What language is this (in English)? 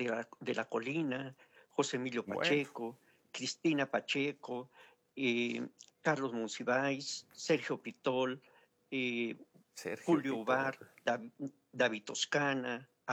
Spanish